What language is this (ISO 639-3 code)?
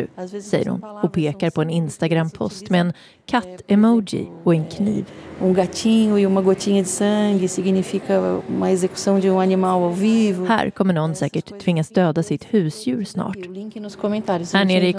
swe